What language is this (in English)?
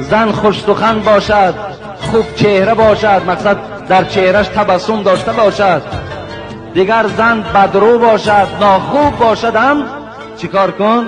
Tajik